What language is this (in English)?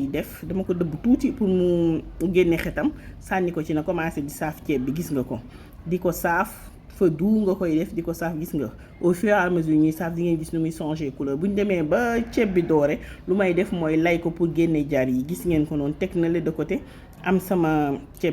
Wolof